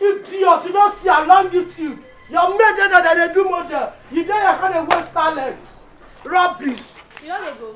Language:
Nigerian Pidgin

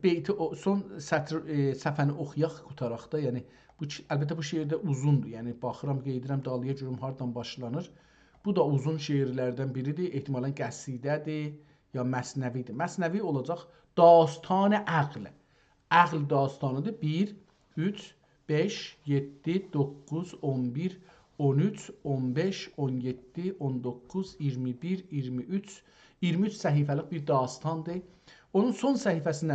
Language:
South Azerbaijani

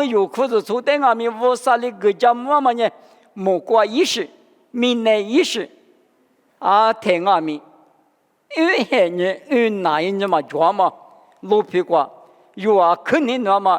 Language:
Lisu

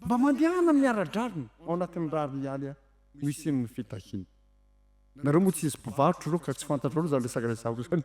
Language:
Malagasy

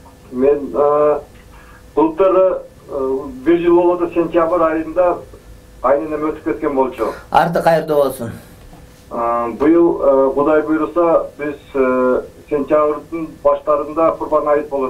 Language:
Kyrgyz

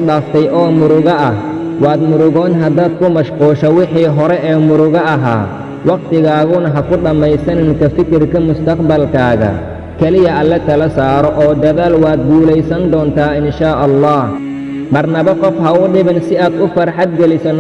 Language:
Somali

